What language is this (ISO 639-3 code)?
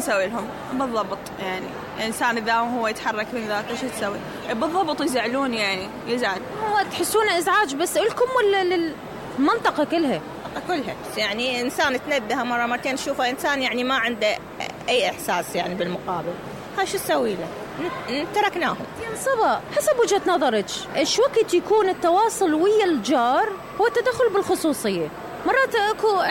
acm